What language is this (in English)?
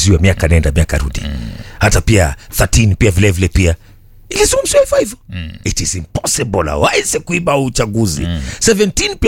Swahili